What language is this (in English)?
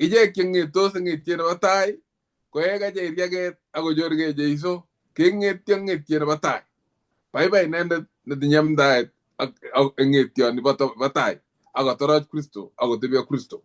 Kalenjin